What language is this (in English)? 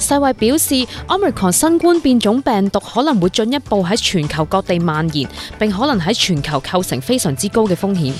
Cantonese